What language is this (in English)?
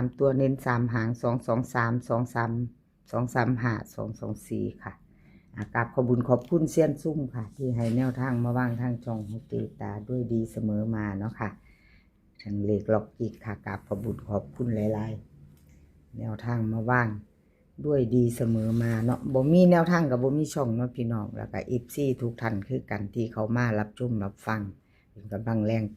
Northeastern Thai